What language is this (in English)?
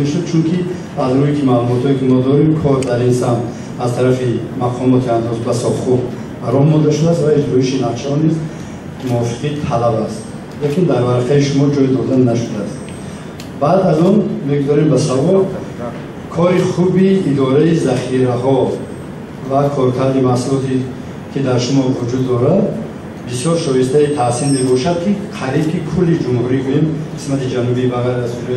Tajik